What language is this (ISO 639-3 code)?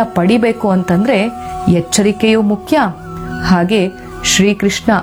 kan